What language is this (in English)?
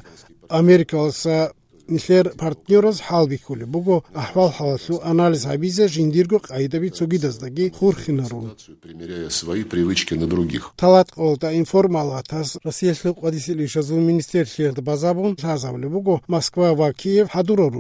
Avaric